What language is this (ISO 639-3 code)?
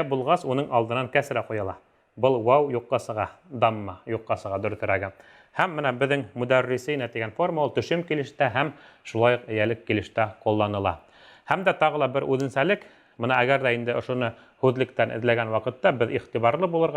bak